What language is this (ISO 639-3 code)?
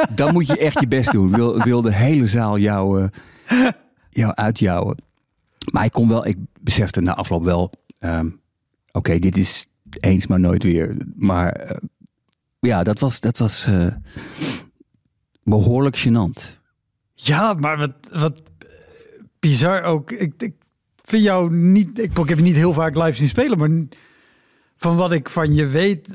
nld